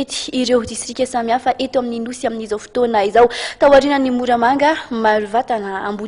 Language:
Malagasy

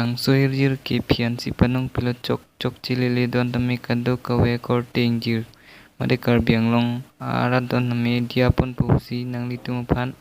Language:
Karbi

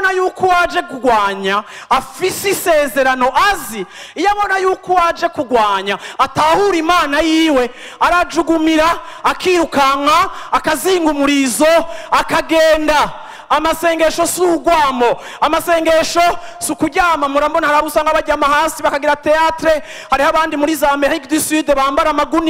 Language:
Rundi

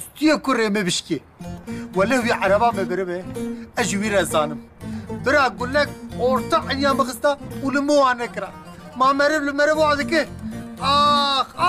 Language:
Kurdish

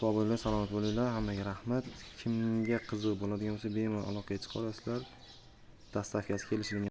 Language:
Uzbek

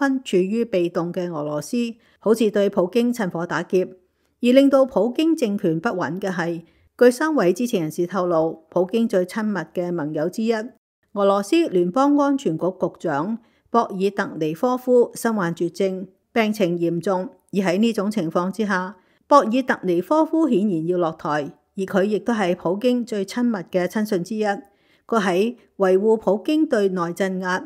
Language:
Cantonese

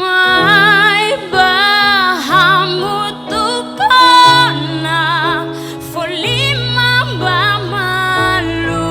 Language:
Tetum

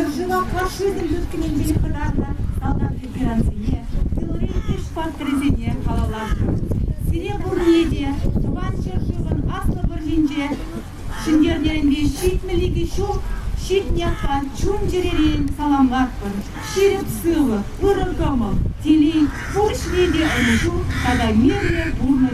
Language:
Chuvash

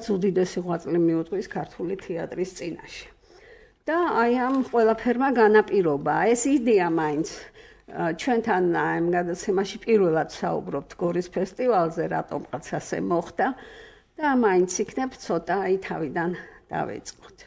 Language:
Georgian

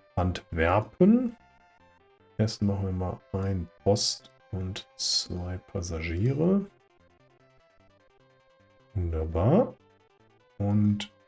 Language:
German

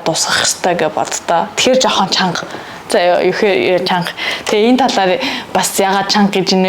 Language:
Mongolian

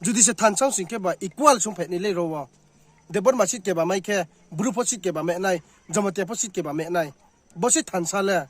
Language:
Riang (India)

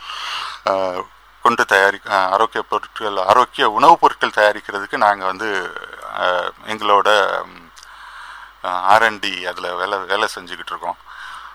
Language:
Tamil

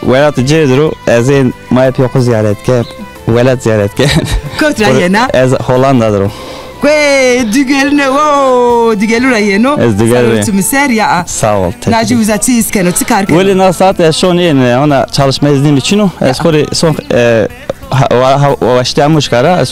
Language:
Zaza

